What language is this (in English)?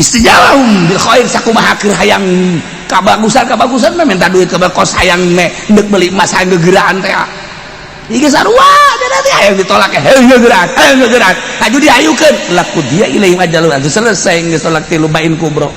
Sundanese